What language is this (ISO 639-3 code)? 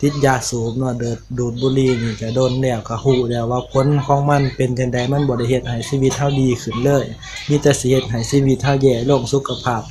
lao